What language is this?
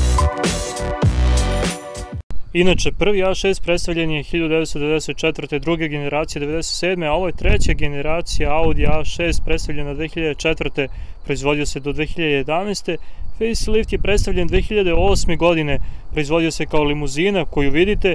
Serbian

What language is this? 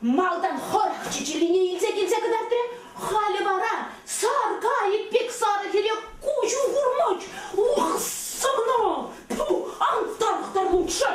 Chuvash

